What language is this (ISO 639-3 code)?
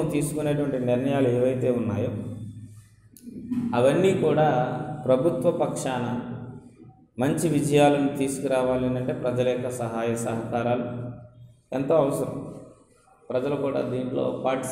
tel